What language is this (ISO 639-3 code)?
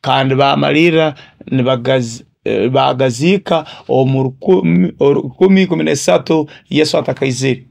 nyo